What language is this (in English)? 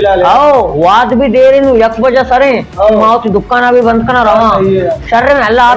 Baluchi